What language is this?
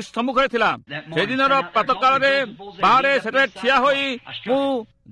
Odia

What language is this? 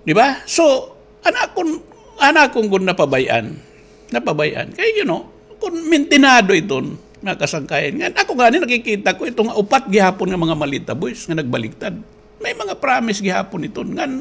Waray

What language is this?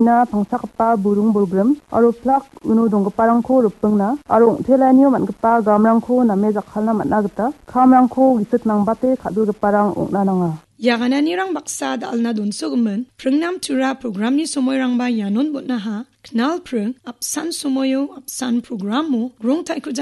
Garo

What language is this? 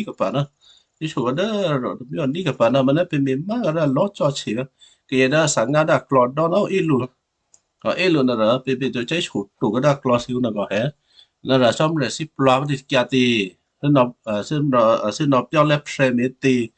Western Kayah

